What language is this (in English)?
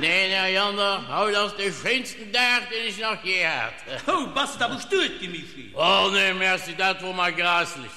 Luxembourgish